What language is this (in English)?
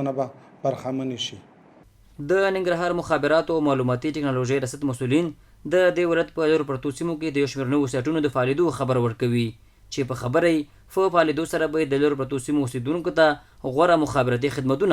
Pashto